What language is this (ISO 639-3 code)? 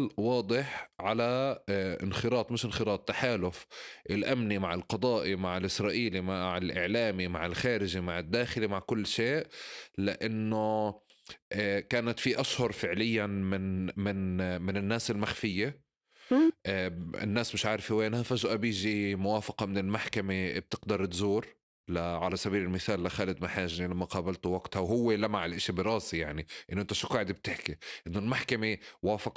apc